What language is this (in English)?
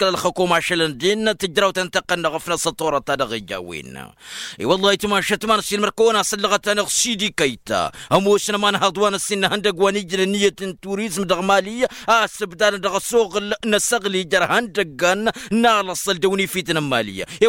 Tamasheq